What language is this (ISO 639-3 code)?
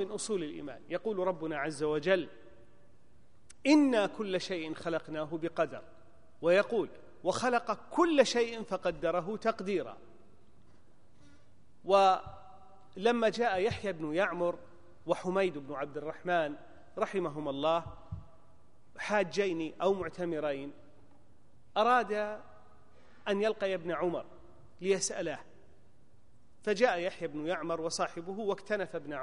ara